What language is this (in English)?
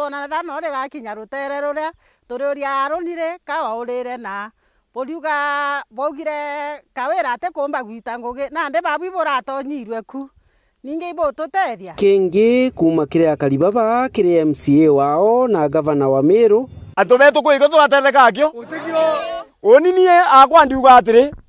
Meru